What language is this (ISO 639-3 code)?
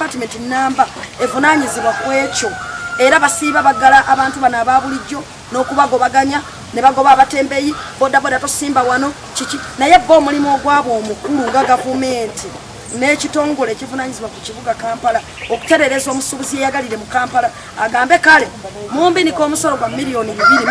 lug